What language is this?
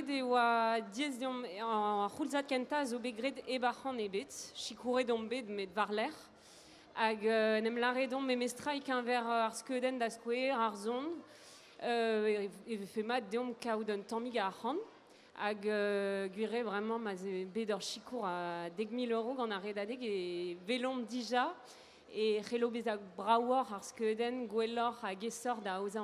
Breton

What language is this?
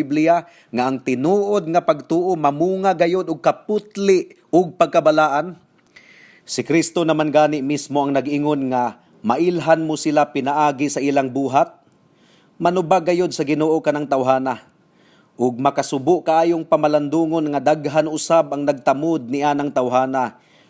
Cebuano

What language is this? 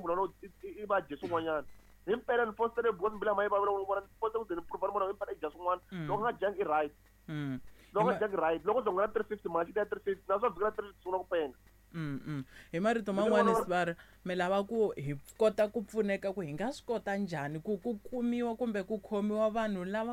Tsonga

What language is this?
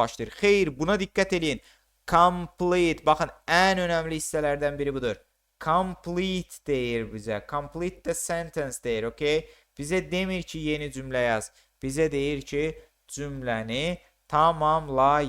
Azerbaijani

